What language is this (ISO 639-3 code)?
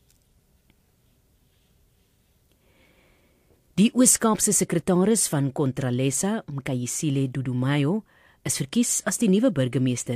afr